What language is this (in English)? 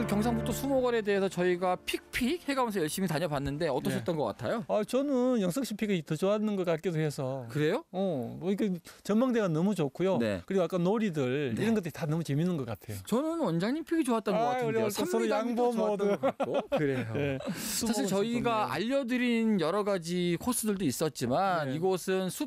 Korean